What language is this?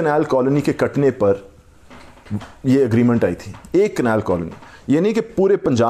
Urdu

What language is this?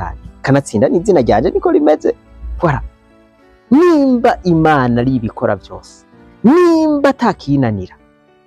Rundi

